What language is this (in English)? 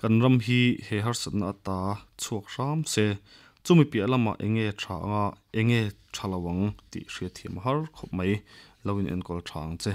Mizo